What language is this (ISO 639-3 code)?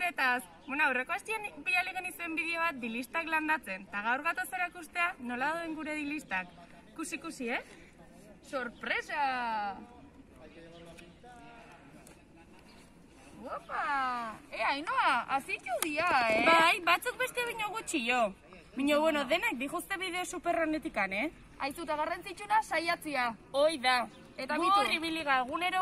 eus